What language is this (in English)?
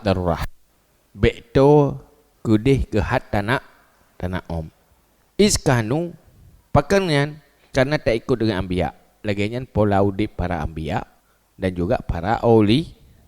Achinese